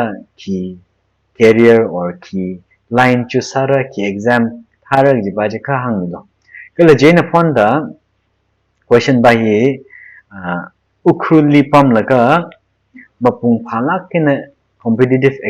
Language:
Tangkhul Naga (India)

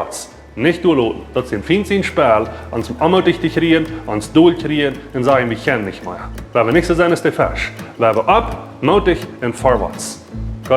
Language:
Plautdietsch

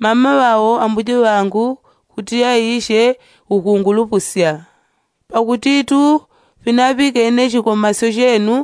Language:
Yao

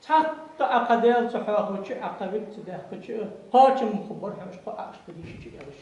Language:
Ingush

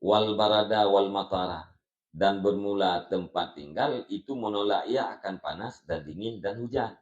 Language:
Achinese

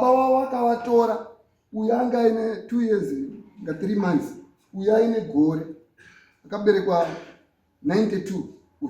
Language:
Shona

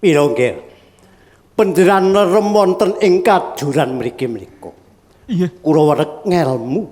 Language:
Javanese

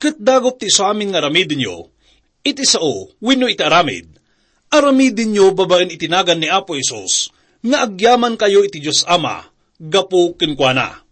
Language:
Iloko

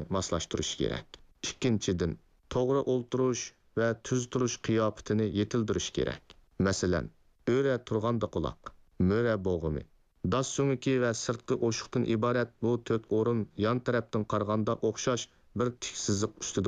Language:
Uyghur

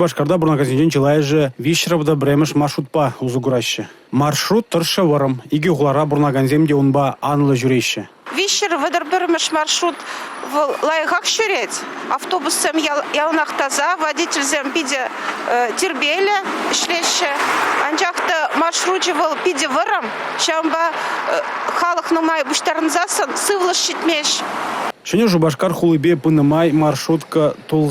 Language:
Chuvash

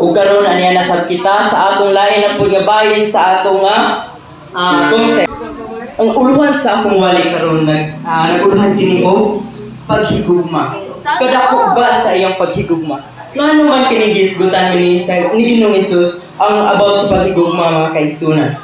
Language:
Cebuano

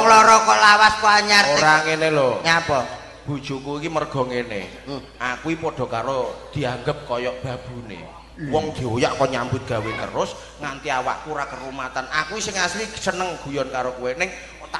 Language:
Javanese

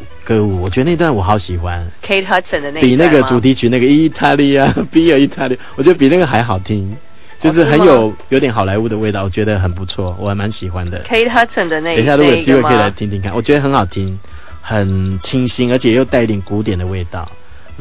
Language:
Chinese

